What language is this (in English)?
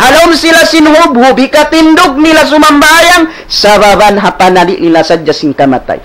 Tausug